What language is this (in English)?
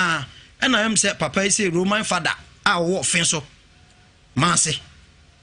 Akan